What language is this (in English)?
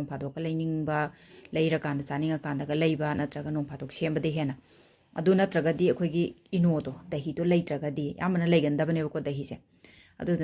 Manipuri